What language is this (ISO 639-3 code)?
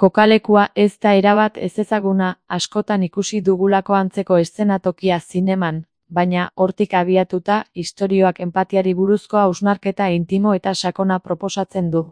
eus